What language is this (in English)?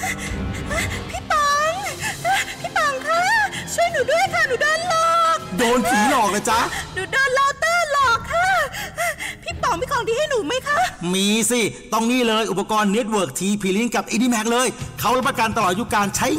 Thai